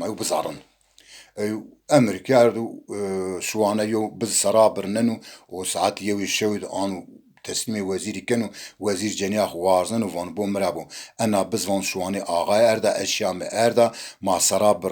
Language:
Zaza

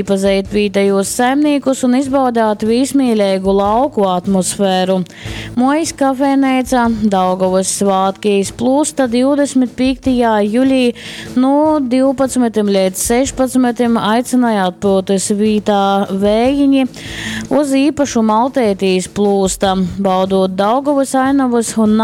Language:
Latgalian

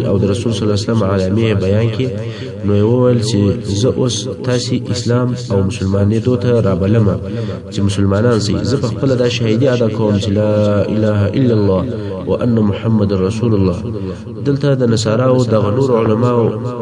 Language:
Pashto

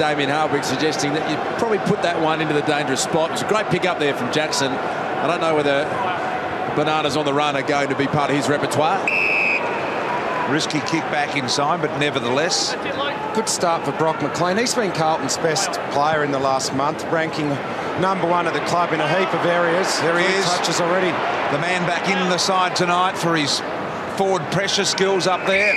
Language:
English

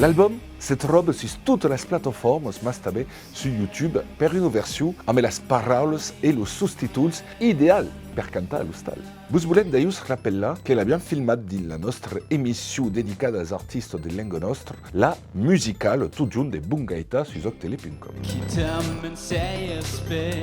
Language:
Occitan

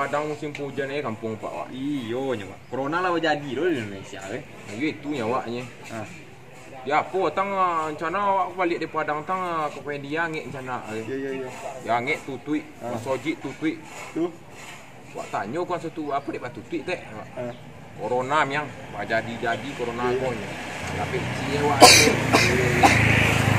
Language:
Minangkabau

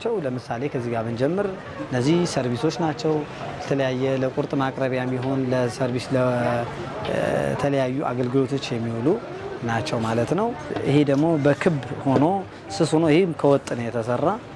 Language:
Amharic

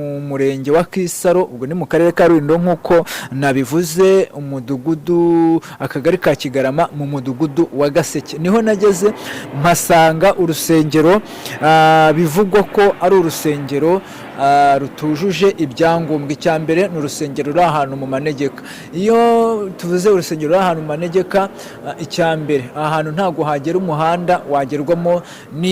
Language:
Kinyarwanda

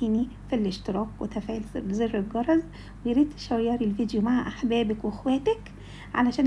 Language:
Egyptian Arabic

